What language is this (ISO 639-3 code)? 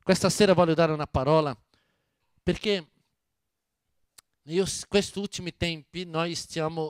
ita